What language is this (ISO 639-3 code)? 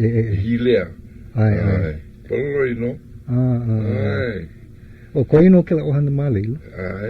haw